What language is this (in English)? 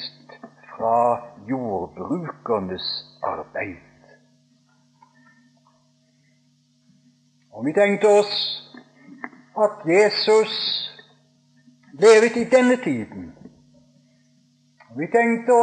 Norwegian